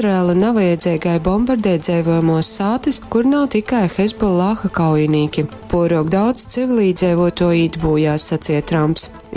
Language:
Latgalian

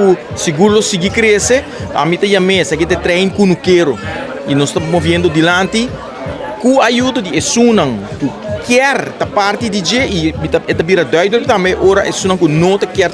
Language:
Papiamento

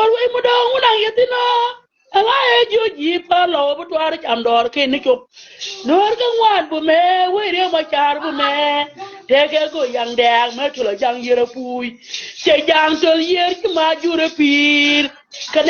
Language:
Nuer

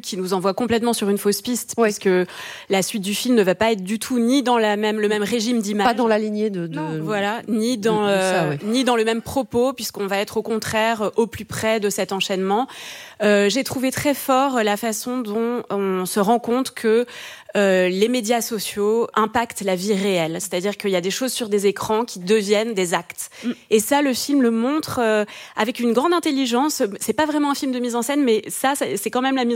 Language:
French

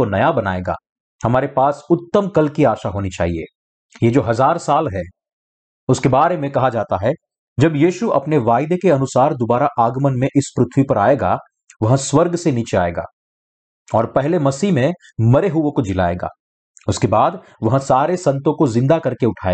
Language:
Hindi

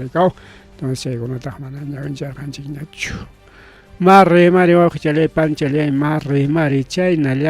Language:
Ayacucho Quechua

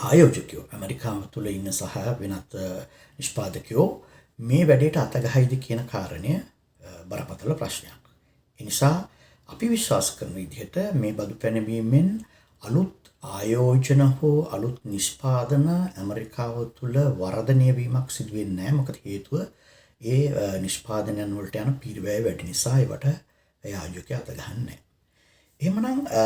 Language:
Sinhala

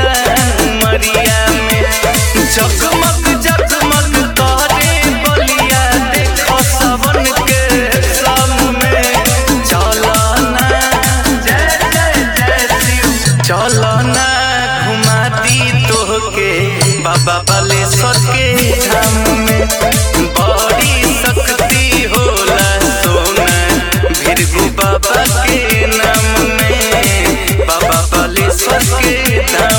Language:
Bhojpuri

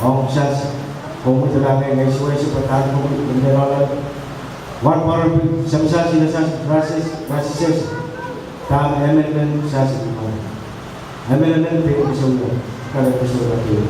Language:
Pohnpeian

